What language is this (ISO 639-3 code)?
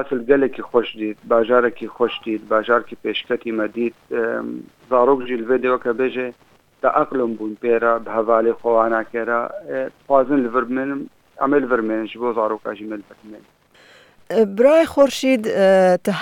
kur